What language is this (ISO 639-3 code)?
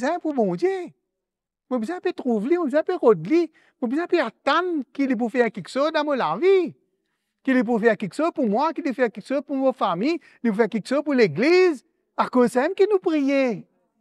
mfe